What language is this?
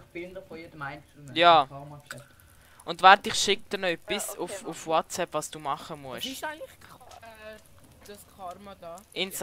Swiss German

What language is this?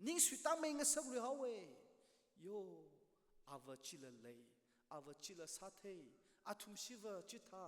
Tangkhul Naga (India)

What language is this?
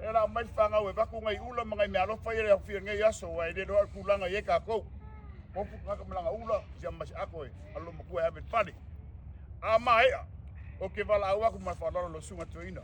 Samoan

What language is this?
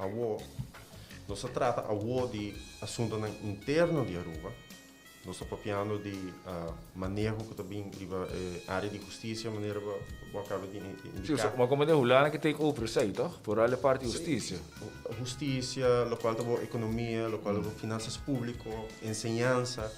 Papiamento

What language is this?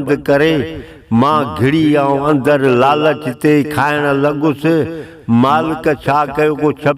Sindhi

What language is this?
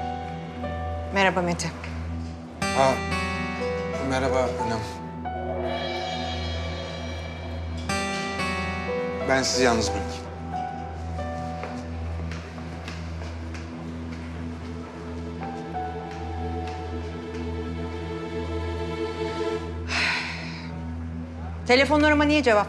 Turkish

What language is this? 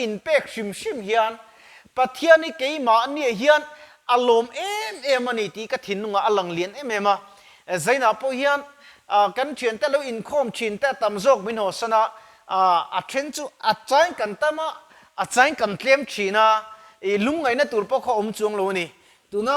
Mizo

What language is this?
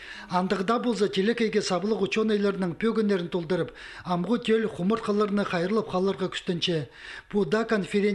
Khakas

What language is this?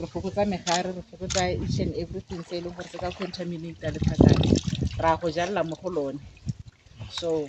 Tswana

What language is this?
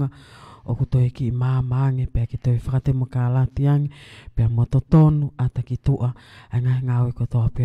Tongan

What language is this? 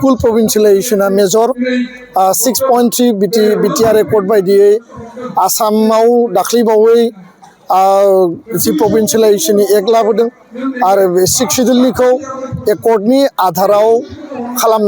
Bodo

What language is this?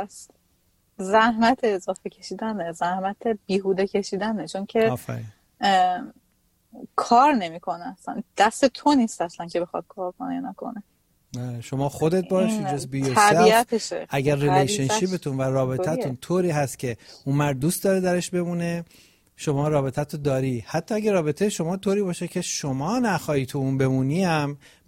Persian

